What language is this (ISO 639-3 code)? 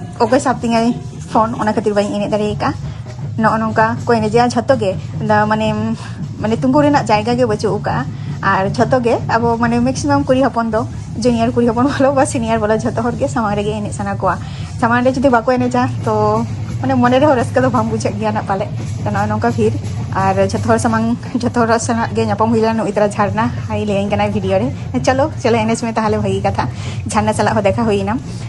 sat